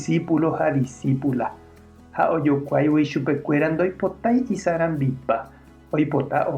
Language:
Guarani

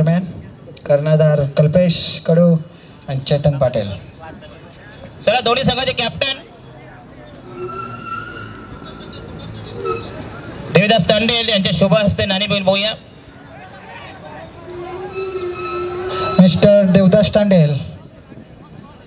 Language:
Marathi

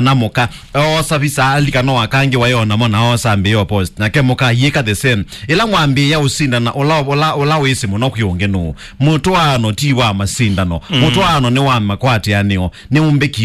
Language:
Kamba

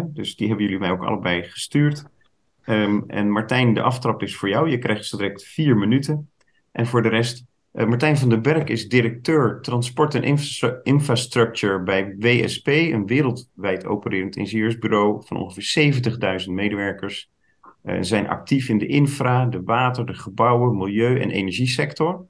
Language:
Dutch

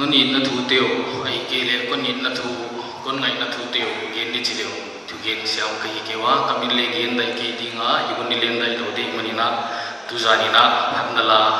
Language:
Paite Chin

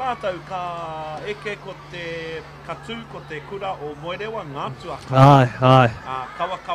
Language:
Māori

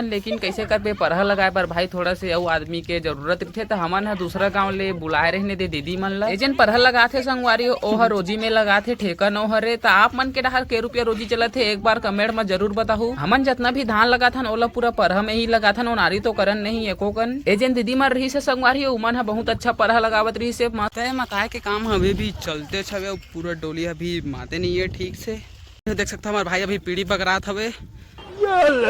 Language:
Chhattisgarhi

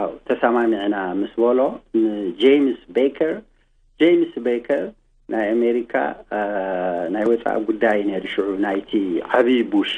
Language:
Tigrinya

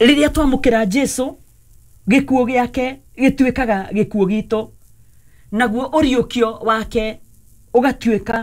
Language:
Kikuyu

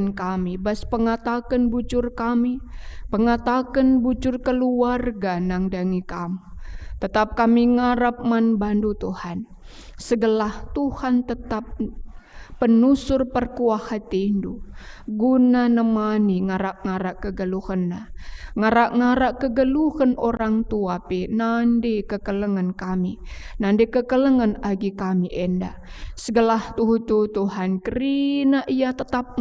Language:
Batak Karo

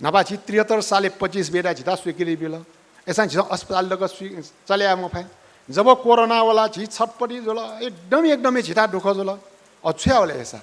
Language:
Newari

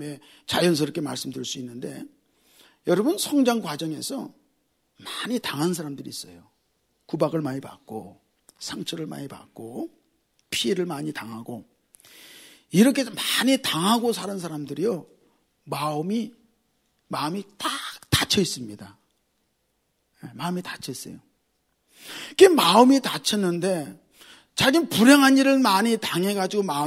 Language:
Korean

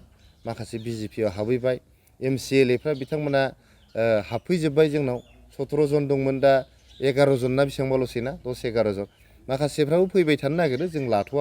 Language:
Bodo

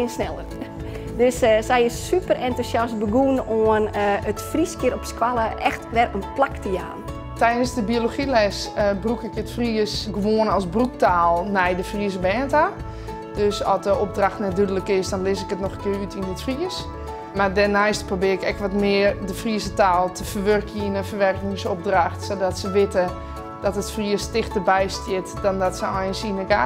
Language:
Western Frisian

